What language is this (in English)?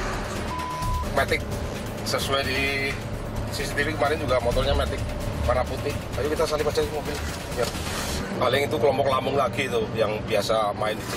Indonesian